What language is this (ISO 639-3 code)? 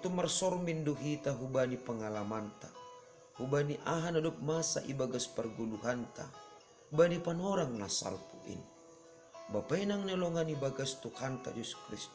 bts